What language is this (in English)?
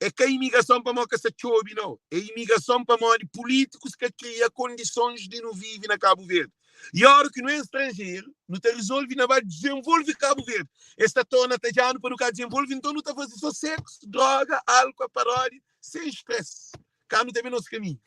Kabuverdianu